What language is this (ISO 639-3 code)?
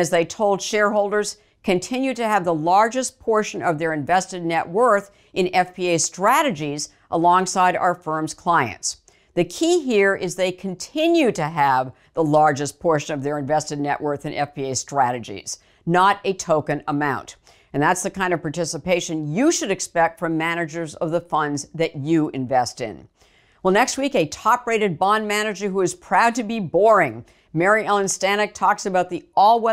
eng